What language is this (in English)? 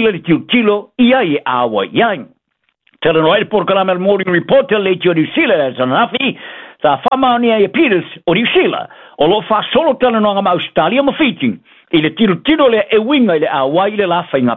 Samoan